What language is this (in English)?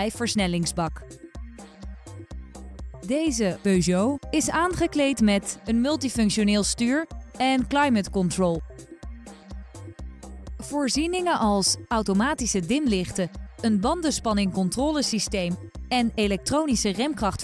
Dutch